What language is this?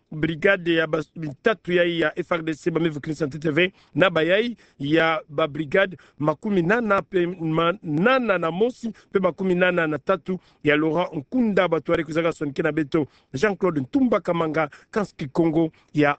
Kituba (Democratic Republic of Congo)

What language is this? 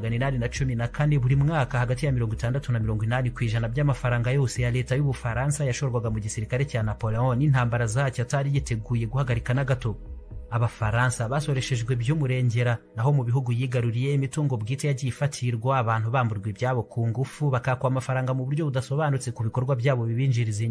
Kinyarwanda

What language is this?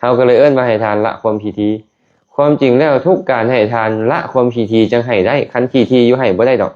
Lao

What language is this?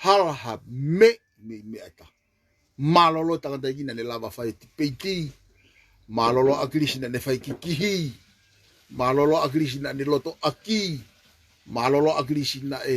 Tongan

